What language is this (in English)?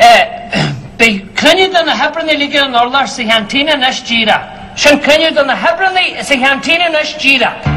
Irish